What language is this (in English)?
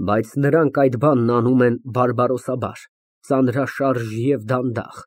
Armenian